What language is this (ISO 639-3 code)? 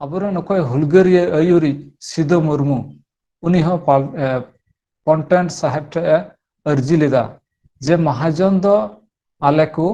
sat